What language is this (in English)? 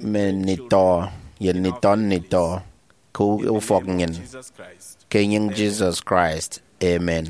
Efik